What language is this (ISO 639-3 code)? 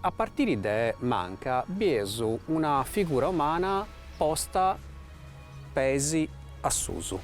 srd